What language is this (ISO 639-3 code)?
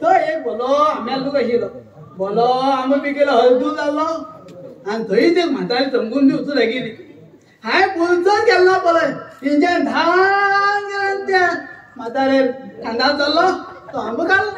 kok